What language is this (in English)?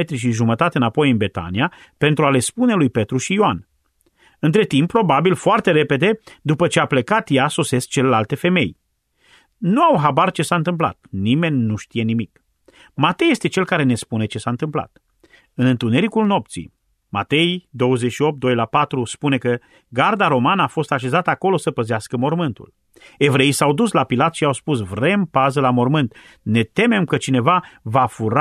Romanian